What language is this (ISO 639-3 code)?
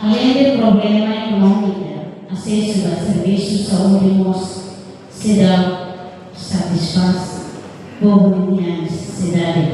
tet